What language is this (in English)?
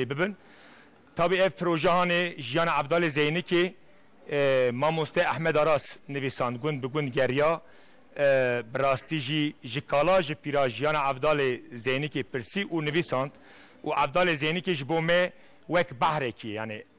Kurdish